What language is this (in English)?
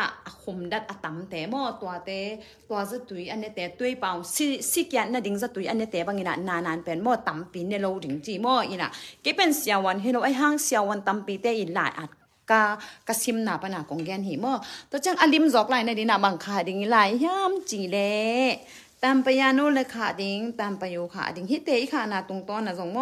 Tedim Chin